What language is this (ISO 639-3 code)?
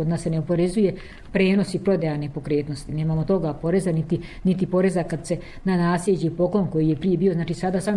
srp